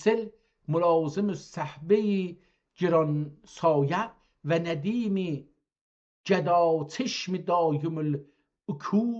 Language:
South Azerbaijani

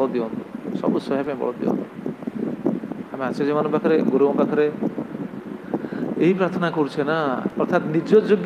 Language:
Odia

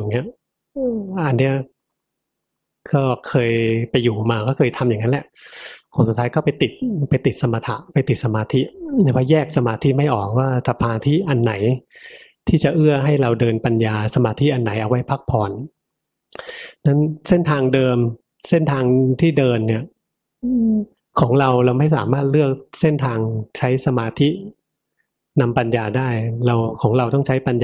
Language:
Thai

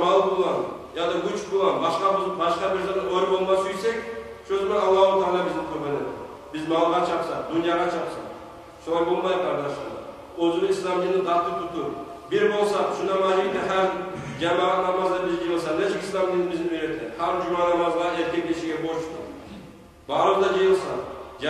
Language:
Kumyk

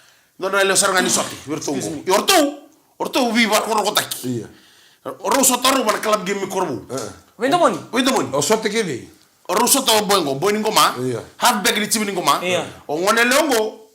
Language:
Fijian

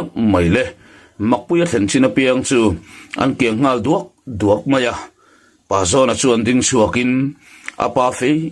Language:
Mizo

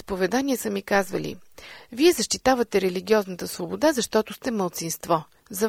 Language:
Bulgarian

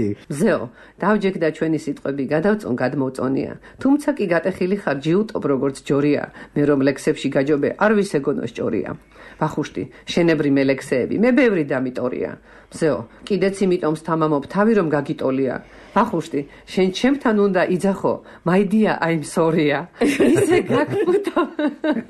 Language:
Georgian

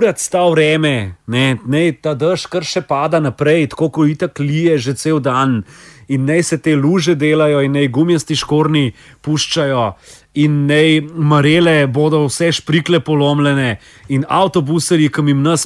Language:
Slovenian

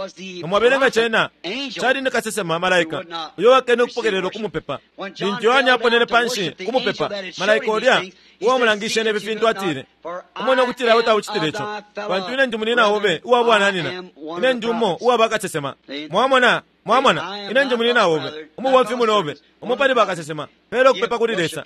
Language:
Bemba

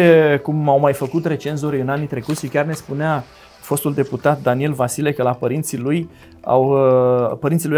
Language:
Romanian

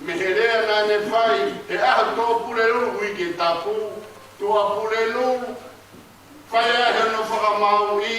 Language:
Tongan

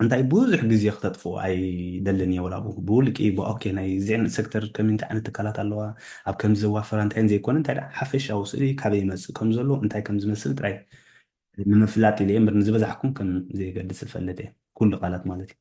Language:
Tigrinya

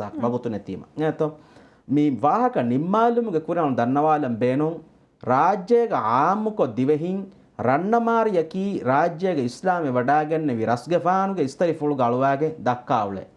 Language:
Divehi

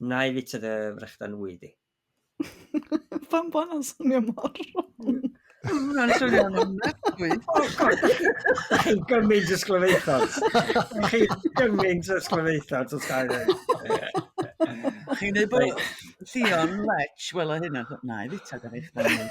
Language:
Welsh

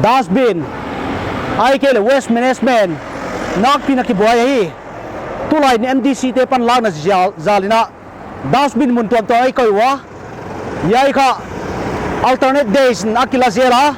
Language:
Paite Chin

